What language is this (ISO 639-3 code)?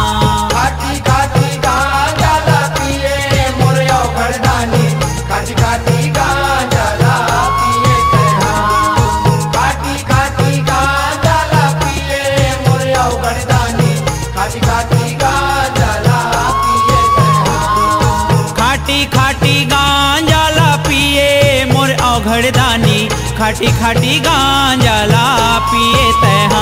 hne